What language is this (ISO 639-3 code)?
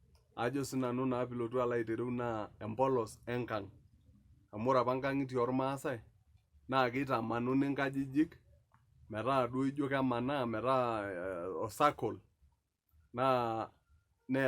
mas